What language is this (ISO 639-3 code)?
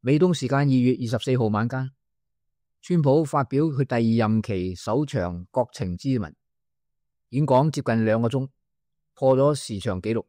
yue